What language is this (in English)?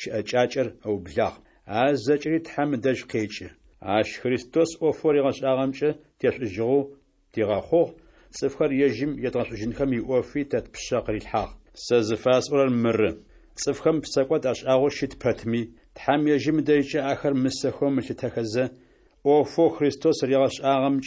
Adyghe